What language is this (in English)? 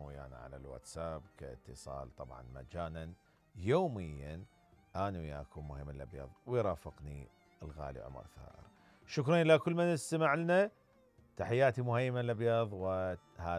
Mesopotamian Arabic